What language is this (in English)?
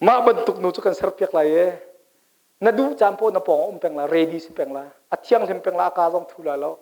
Hakha Chin